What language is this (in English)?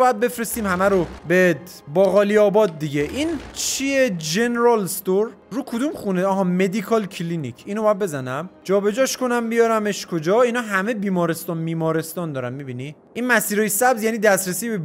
Persian